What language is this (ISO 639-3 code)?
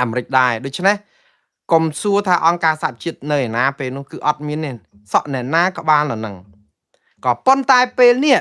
khm